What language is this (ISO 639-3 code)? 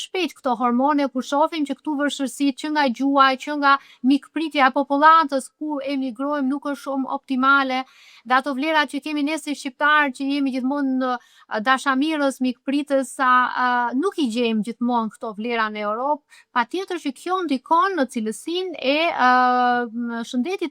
sqi